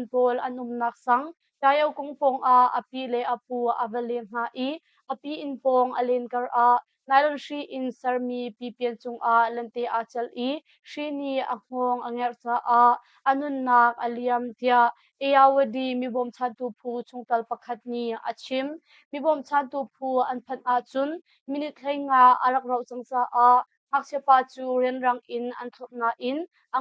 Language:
Hakha Chin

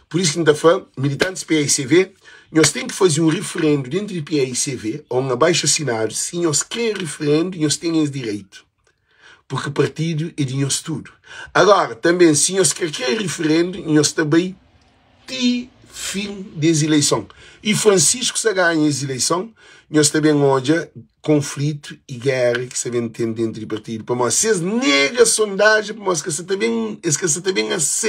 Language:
Kabuverdianu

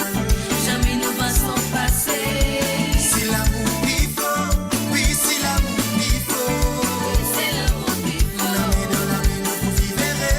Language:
Morisyen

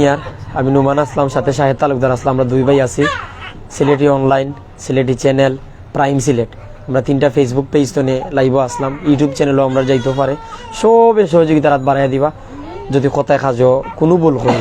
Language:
Sylheti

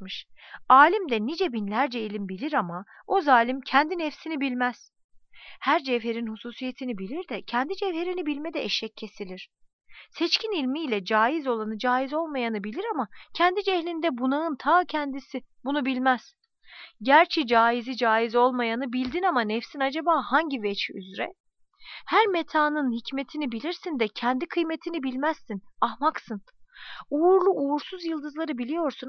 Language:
Turkish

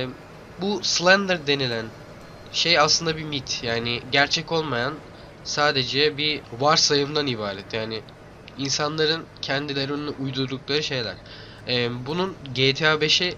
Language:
Turkish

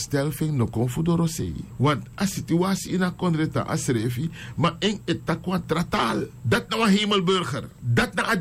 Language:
Sranan Tongo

